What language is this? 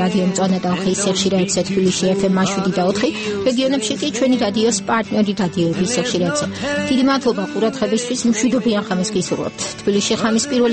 Georgian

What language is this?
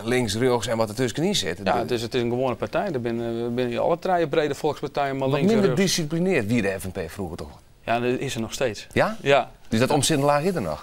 Western Frisian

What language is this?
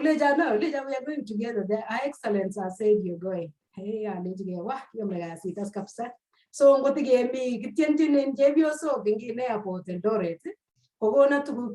Kalenjin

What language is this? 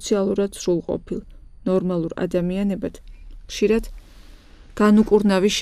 Georgian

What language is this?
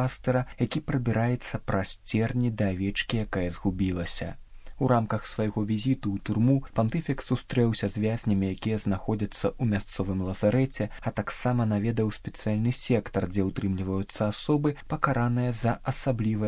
Belarusian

